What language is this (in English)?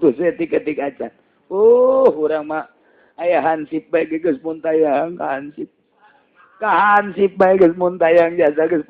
Sundanese